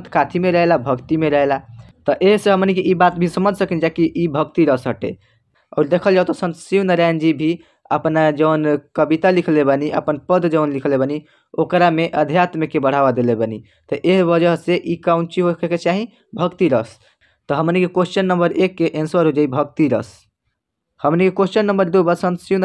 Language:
Bhojpuri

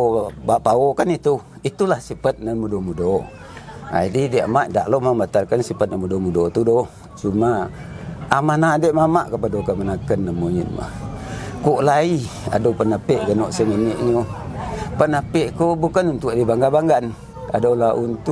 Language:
Minangkabau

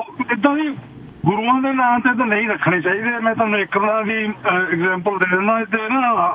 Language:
Punjabi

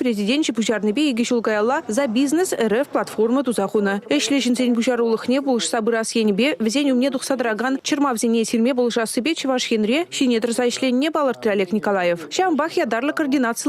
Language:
Chuvash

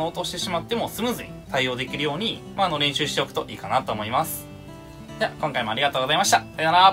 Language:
Japanese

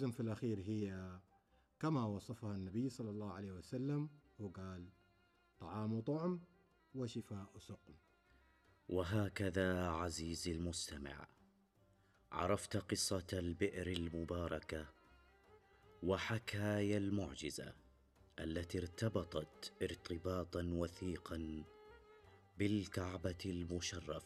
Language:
Arabic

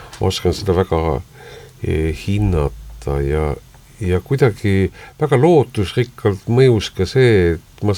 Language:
Estonian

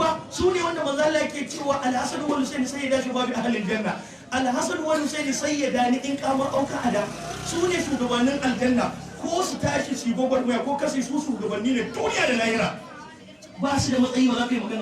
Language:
Hausa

